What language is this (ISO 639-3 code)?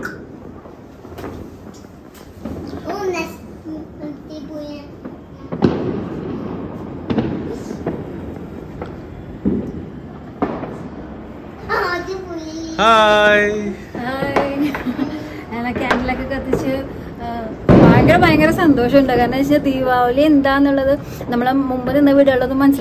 mal